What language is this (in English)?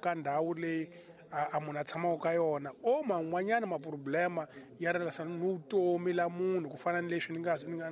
Tsonga